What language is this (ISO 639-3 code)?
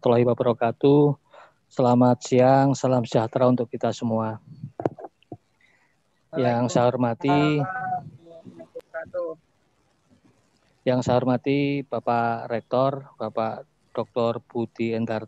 ind